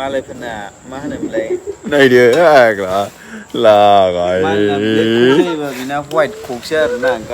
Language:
Bodo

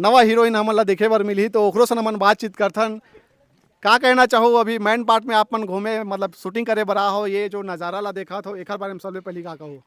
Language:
Chhattisgarhi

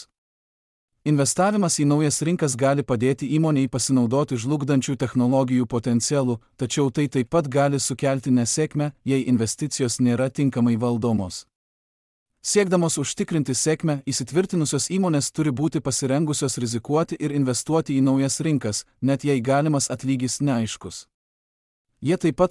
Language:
Lithuanian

